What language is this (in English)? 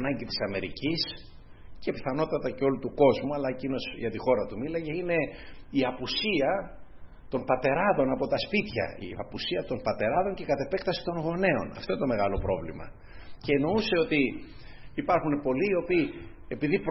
Greek